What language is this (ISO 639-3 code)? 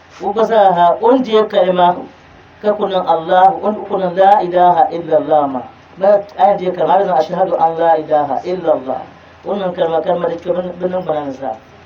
dag